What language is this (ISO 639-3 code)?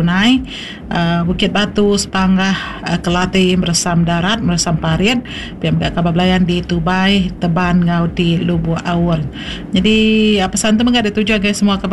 iba